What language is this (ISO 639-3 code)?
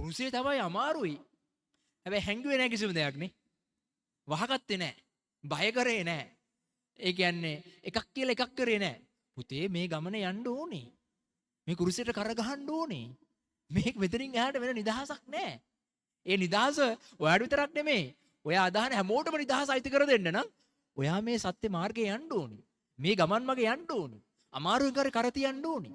sin